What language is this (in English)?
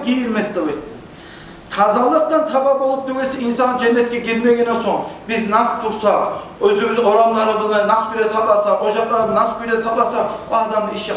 Kumyk